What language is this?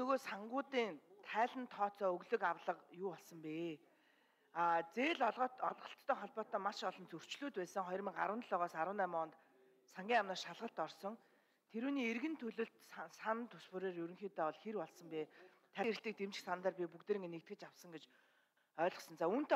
Mongolian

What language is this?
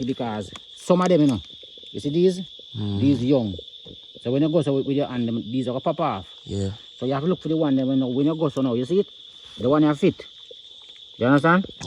Jamaican Creole English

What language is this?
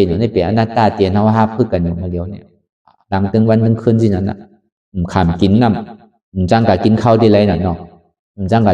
Shan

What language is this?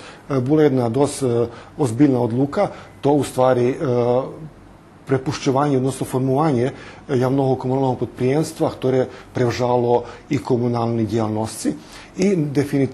Rusyn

